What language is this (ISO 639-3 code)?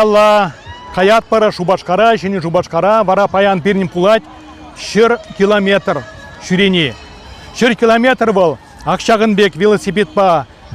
chv